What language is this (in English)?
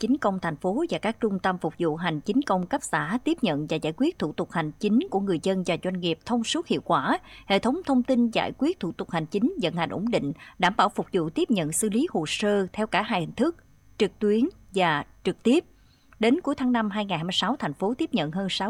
Vietnamese